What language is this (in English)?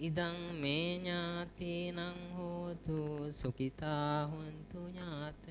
Sinhala